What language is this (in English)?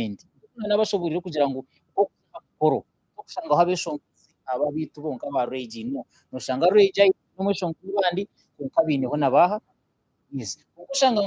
Nyankole